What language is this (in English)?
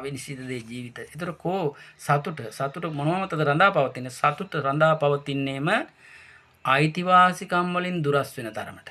Sinhala